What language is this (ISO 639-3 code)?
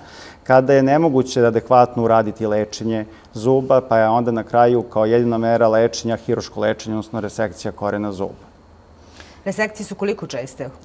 srp